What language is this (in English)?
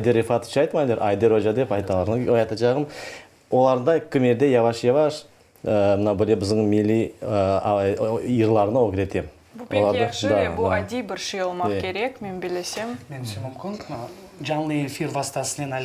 Crimean Tatar